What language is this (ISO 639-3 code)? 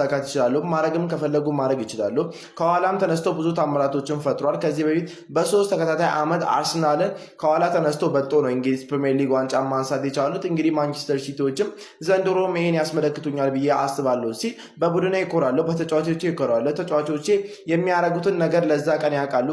amh